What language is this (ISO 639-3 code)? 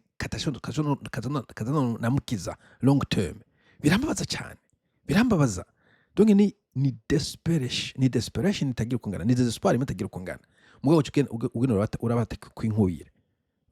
run